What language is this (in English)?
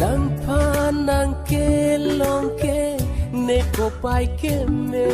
Karbi